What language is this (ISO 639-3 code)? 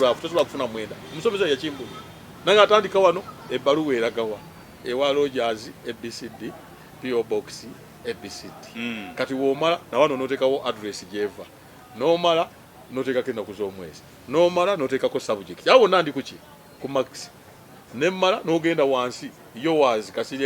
lug